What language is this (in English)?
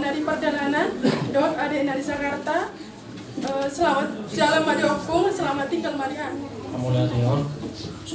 Batak Toba